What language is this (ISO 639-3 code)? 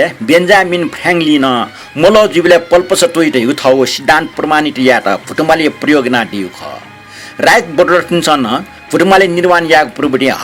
new